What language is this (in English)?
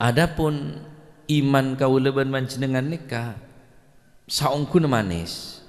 Madurese